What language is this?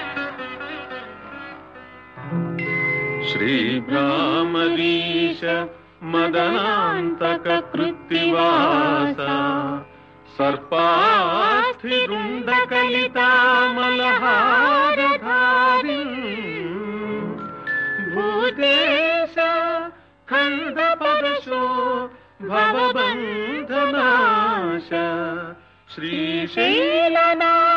Sanskrit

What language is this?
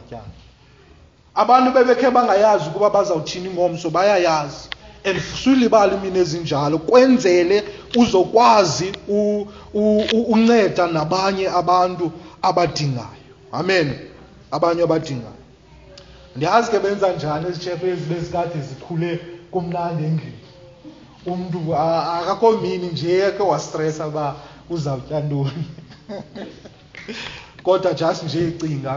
Xhosa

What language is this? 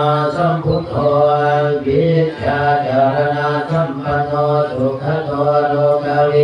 Pali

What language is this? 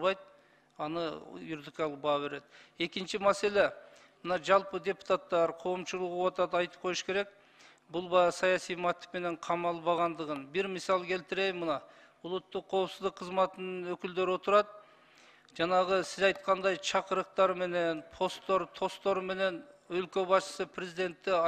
Kyrgyz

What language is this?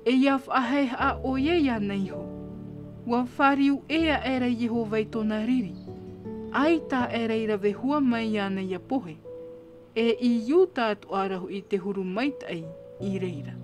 Tahitian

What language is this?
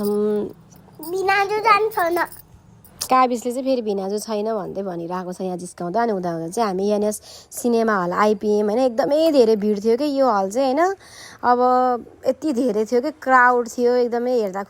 Nepali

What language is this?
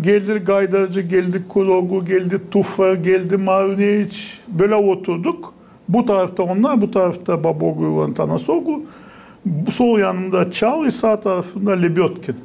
Gagauz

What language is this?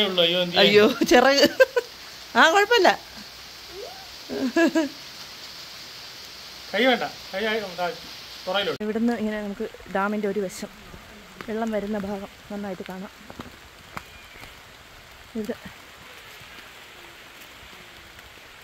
Malayalam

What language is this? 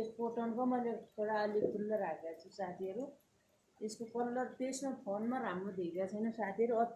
Nepali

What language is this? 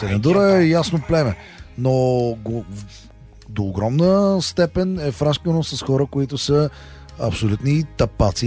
Bulgarian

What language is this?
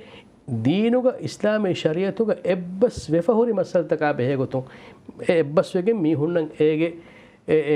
Divehi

